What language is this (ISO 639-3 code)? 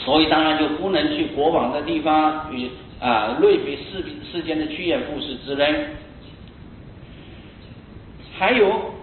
zho